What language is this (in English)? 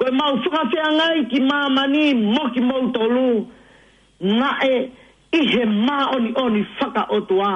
Tongan